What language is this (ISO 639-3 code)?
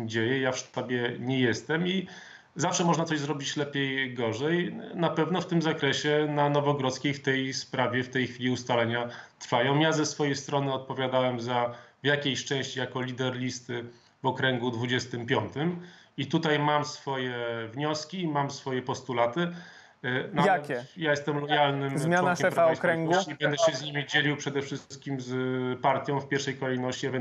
pol